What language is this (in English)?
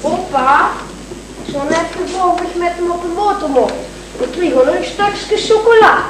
Limburgish